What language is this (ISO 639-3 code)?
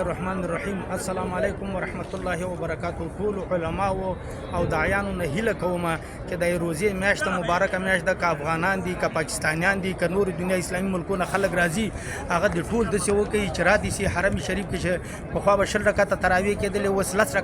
pus